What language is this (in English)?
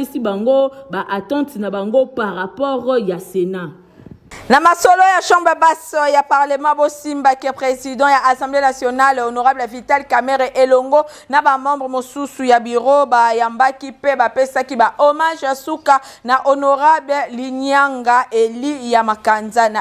Lingala